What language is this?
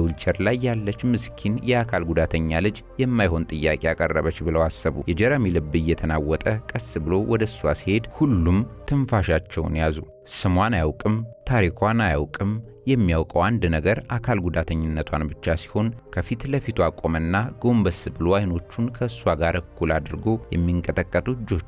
Amharic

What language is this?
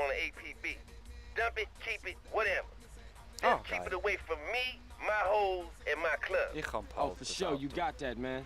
Swiss German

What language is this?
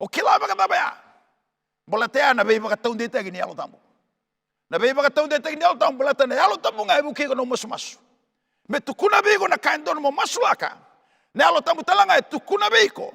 Fijian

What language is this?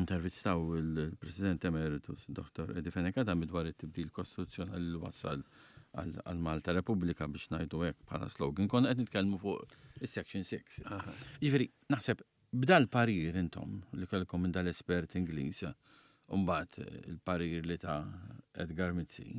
Maltese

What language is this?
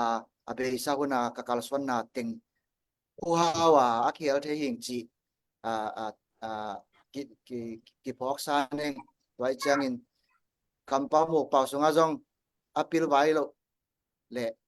Tedim Chin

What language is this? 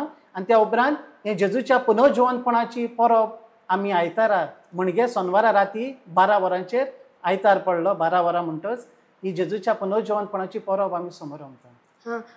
Konkani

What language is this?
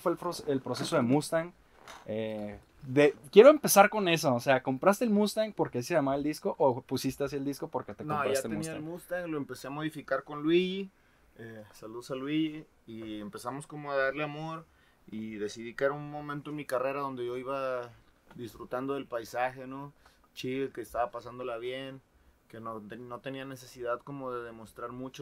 Spanish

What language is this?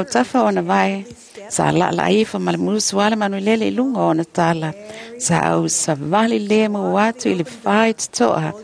Samoan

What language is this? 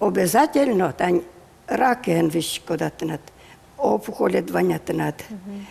Udmurt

